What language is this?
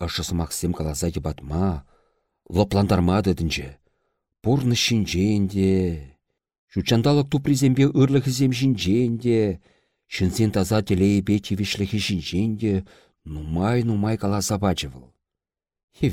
Chuvash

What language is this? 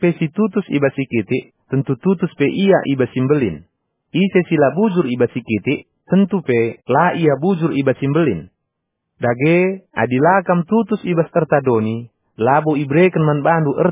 Batak Karo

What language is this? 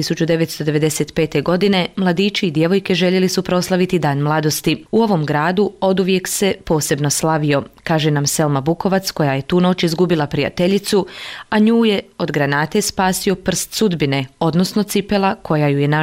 Bosnian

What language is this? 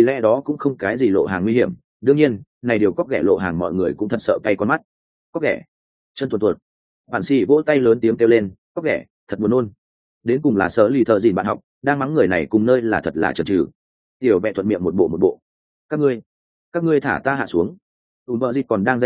Vietnamese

